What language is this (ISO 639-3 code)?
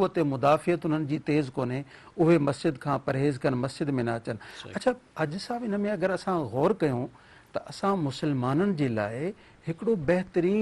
snd